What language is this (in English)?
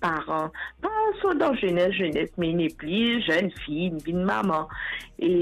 Morisyen